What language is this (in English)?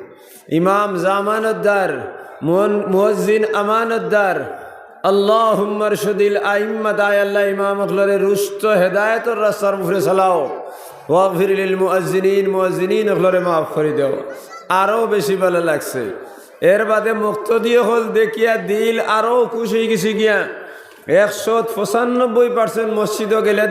Sylheti